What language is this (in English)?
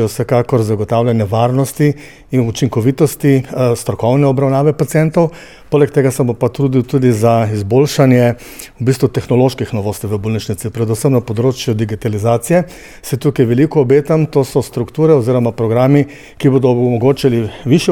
Slovenian